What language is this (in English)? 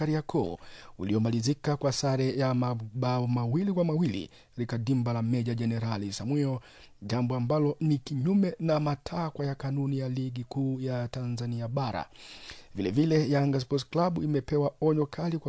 Swahili